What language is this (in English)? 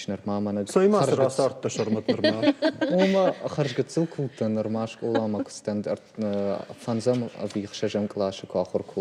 Ossetic